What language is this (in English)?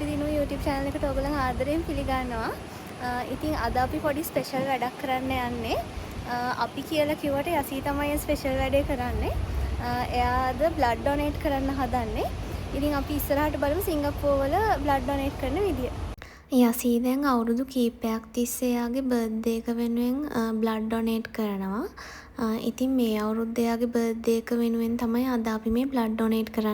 Sinhala